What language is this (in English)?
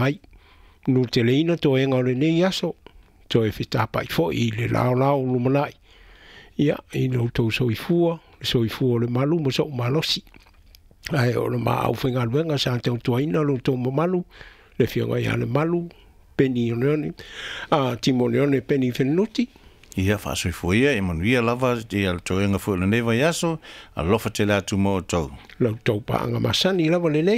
Samoan